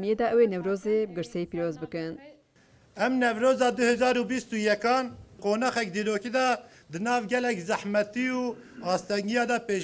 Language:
Kurdish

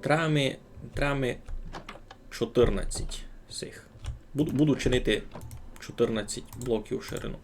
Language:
Rusyn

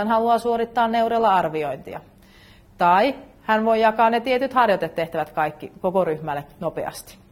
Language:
Finnish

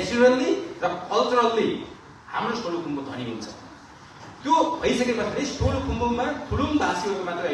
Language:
Nepali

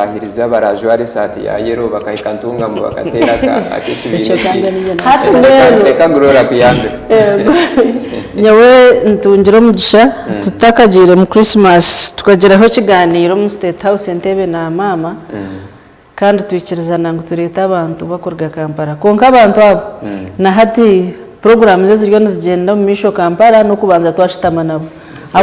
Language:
Nyankole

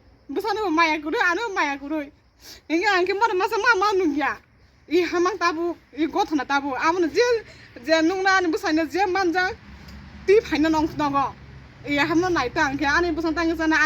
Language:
Kok Borok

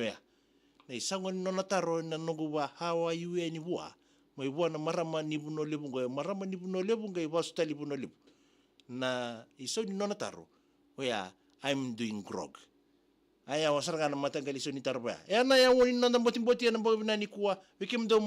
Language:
Fijian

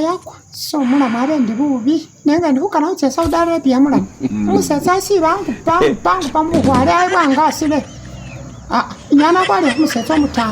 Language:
Masaaba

